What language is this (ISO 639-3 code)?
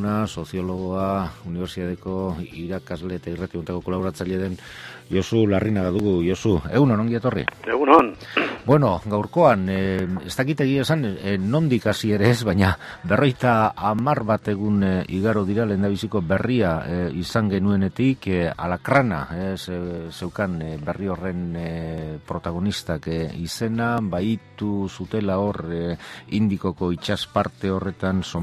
eus